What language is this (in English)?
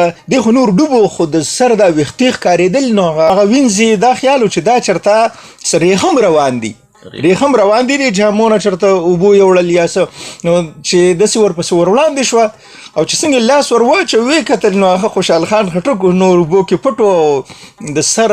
Pashto